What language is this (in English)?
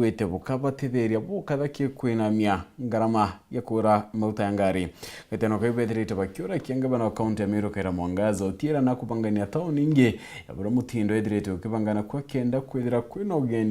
Meru